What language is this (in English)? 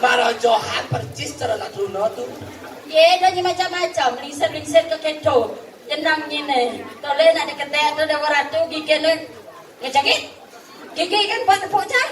Balinese